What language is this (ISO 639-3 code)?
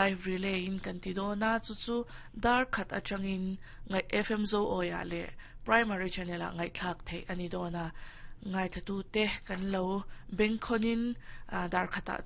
lus